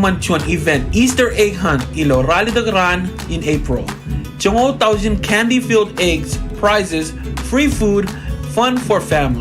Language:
Marshallese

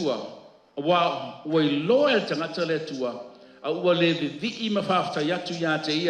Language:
Samoan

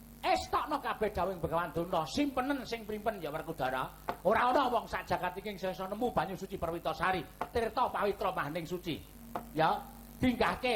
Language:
Javanese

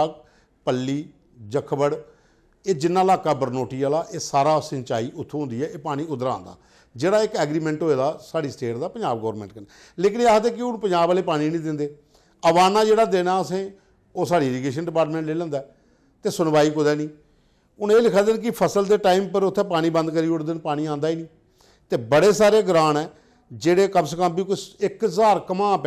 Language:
Dogri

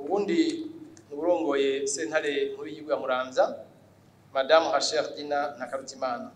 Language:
Rundi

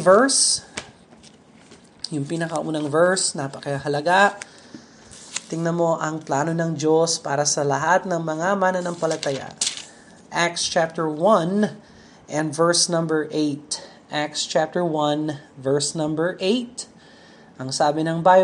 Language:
Filipino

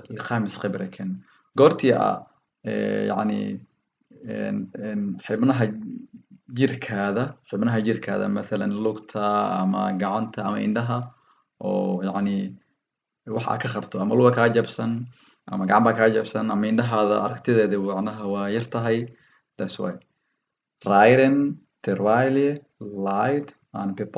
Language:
Somali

